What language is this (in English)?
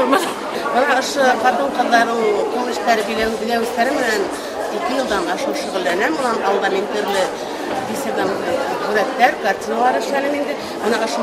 Bashkir